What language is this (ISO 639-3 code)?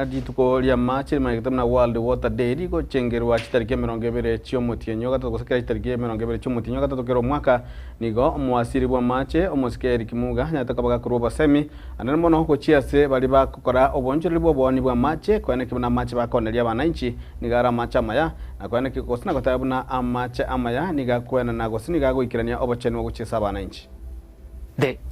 guz